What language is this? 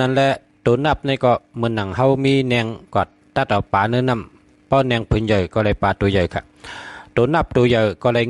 Shan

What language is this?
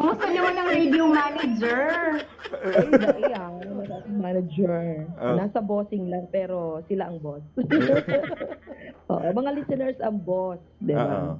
Bikol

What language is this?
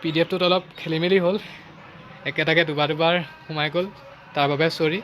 Assamese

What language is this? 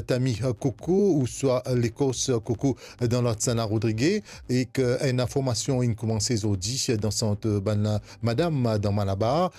Morisyen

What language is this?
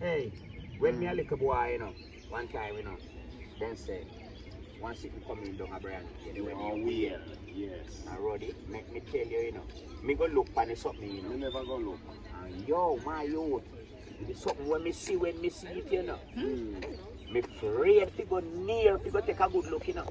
Jamaican Creole English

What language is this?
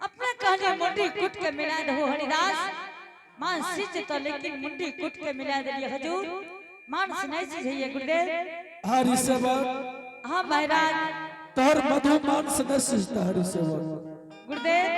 Angika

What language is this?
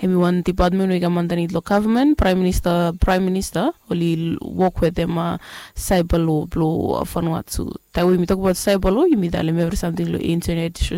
Bislama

